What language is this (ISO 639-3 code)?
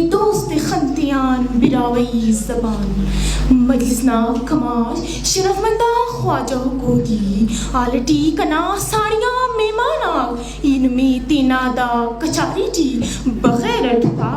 brh